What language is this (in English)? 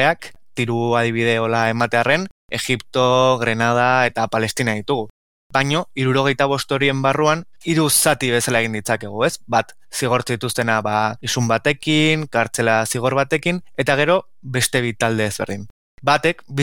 Basque